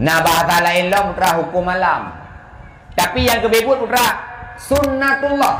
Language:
Achinese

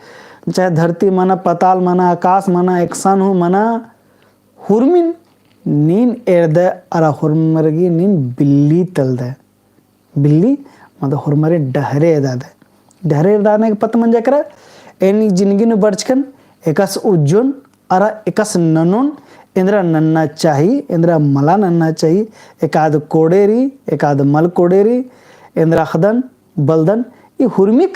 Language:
Kurukh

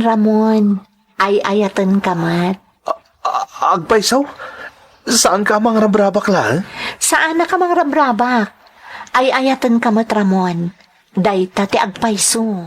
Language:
Iloko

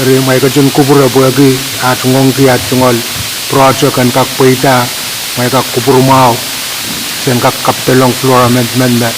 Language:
Pohnpeian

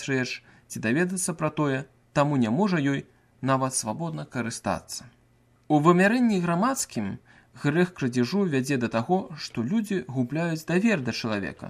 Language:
Belarusian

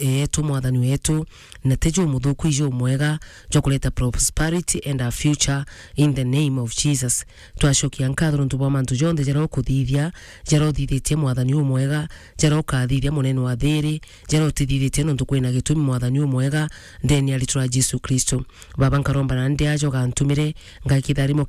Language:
Meru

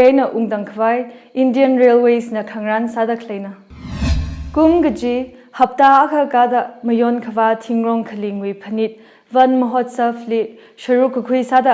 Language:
Tangkhul Naga (India)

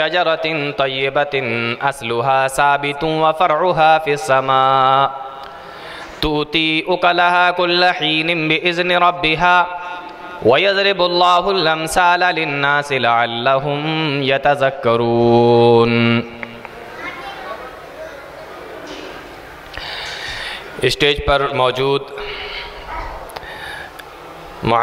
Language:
Urdu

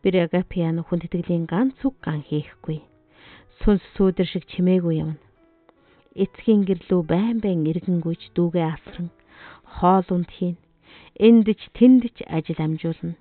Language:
Mongolian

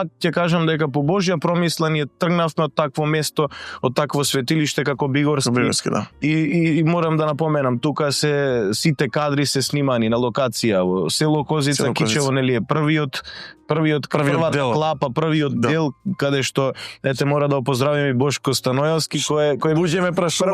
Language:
Macedonian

